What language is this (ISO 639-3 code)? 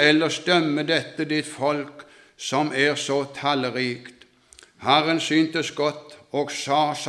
nor